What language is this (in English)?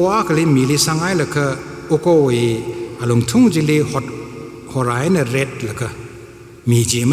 Tangkhul Naga (India)